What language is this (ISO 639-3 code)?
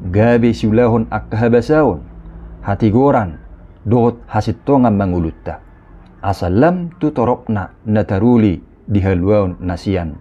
bbc